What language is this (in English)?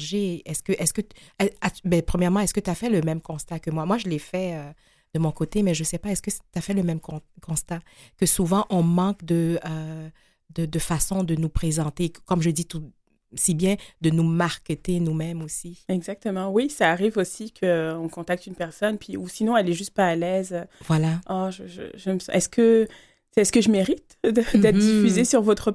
French